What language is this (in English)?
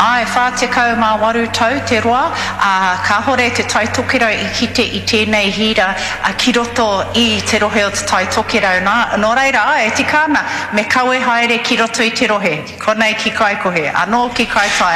Māori